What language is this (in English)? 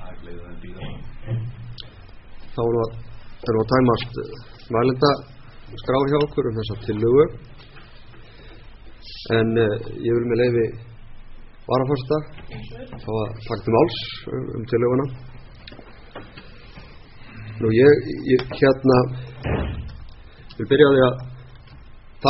Icelandic